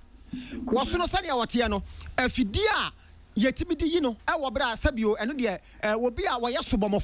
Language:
Akan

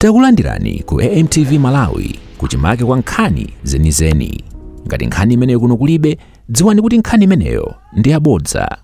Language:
Nyanja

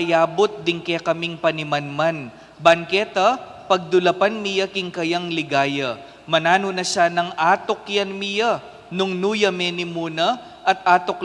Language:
Pampanga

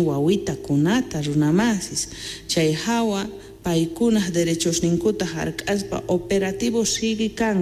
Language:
South Bolivian Quechua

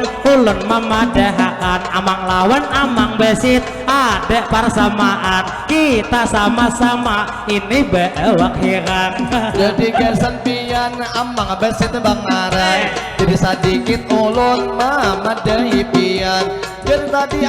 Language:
Banjar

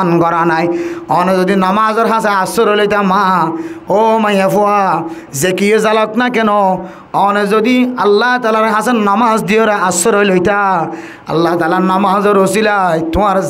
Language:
Rohingya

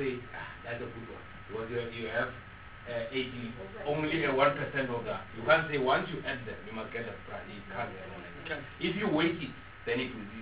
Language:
English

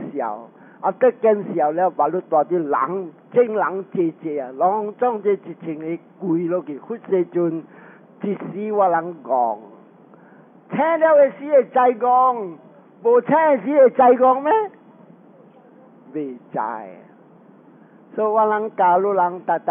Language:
Min Nan Chinese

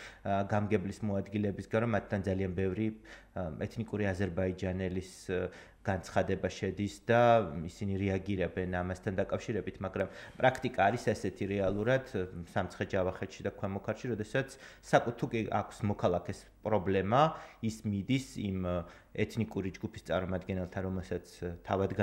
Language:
Georgian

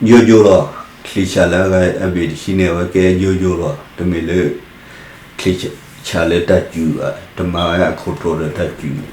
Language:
S'gaw Karen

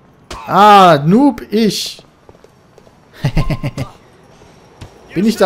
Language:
German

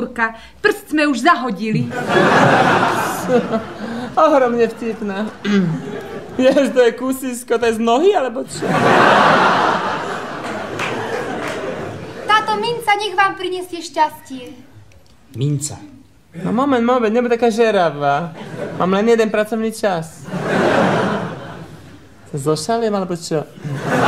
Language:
Slovak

